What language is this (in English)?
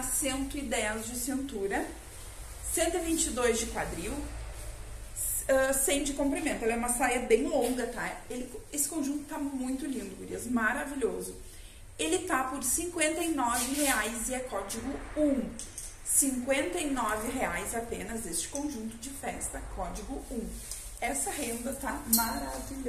Portuguese